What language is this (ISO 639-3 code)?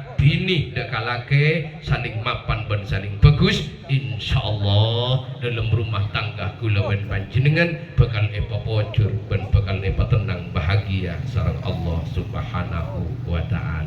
mad